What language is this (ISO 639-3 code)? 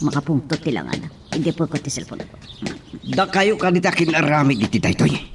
ilo